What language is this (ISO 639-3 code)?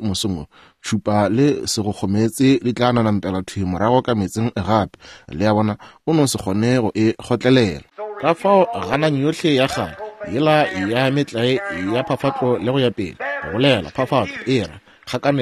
nso